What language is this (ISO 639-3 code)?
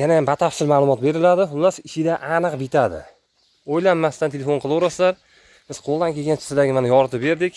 uzb